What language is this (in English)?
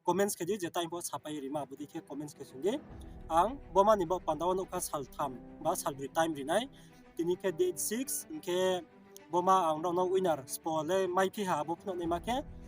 Riang (India)